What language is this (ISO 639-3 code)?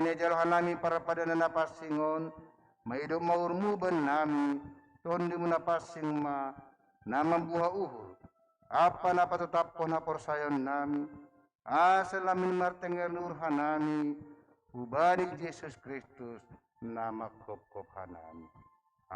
bts